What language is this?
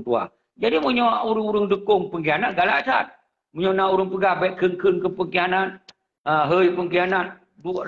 Achinese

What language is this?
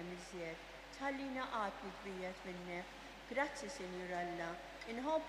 Maltese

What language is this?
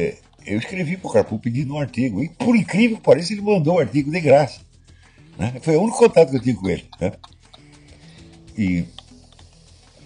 Portuguese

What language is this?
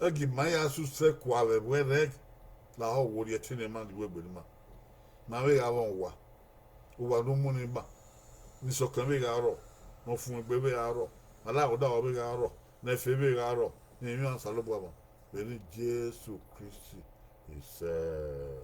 Bini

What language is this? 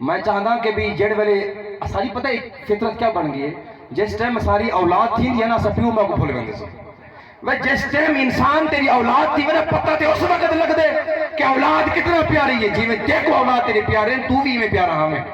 Saraiki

